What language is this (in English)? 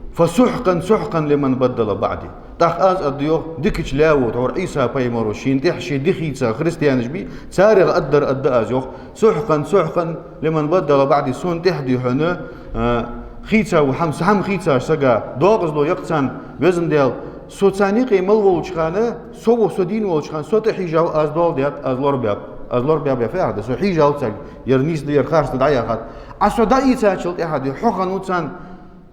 Ingush